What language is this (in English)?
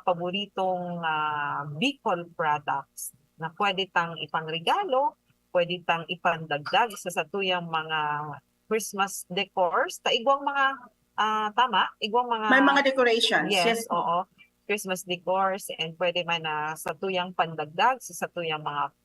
Bikol